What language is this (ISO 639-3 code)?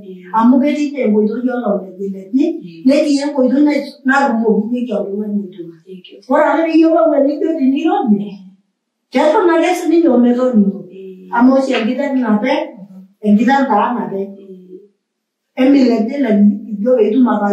mas